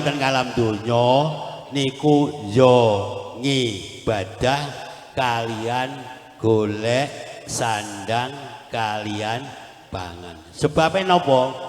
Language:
Javanese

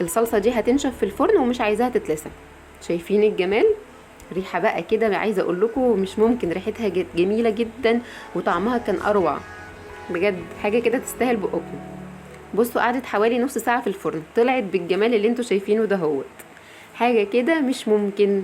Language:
Egyptian Arabic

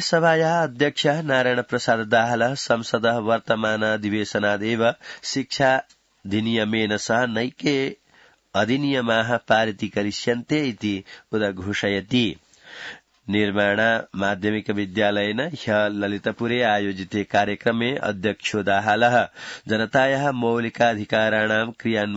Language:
Sanskrit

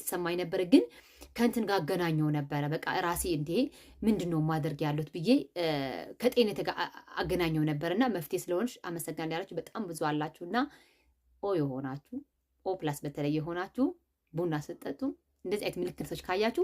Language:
Amharic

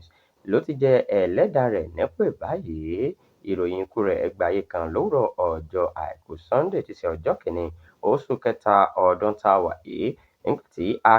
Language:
Yoruba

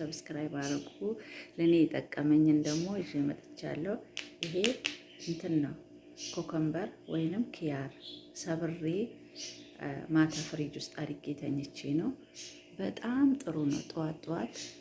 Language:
Amharic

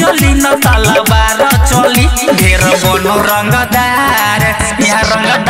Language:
Bhojpuri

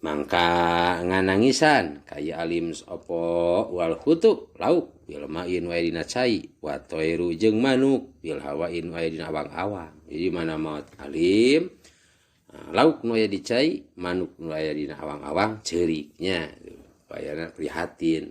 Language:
Sundanese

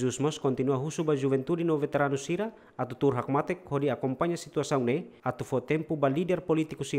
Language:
Tetum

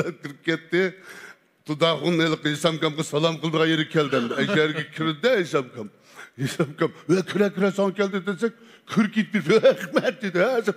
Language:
Uyghur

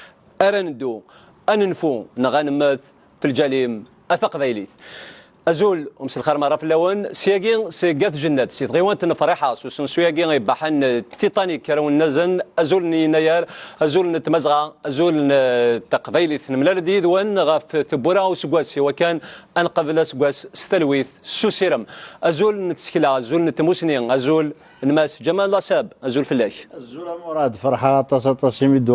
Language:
Kabyle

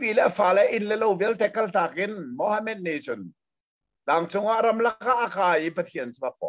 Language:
Hakha Chin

